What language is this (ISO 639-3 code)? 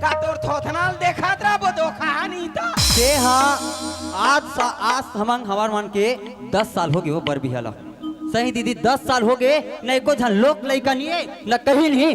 hne